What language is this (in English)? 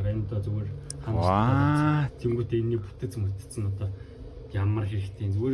Mongolian